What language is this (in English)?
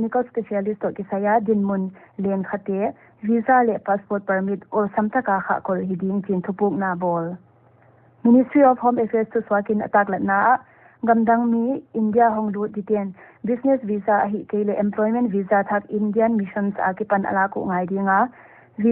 Paite Chin